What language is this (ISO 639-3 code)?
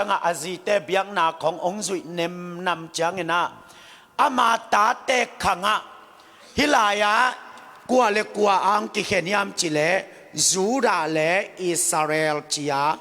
ctd